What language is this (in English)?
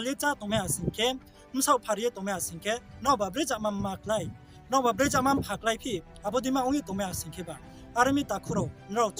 Riang (India)